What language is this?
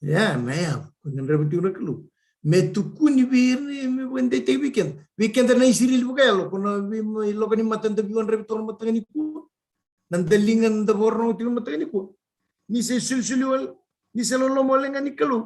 Fijian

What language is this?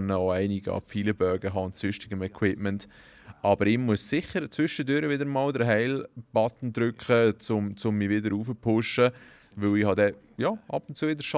Swiss German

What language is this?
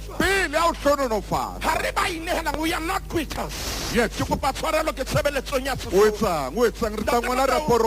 Southern Sotho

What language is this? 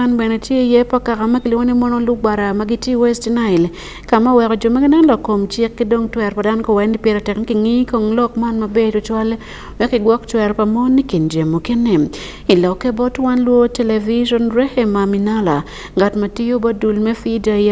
Acoli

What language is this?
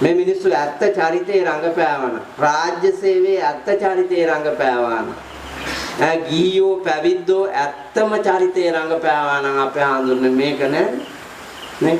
Sinhala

